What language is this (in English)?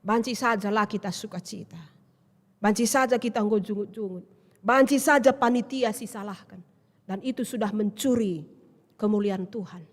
Batak Karo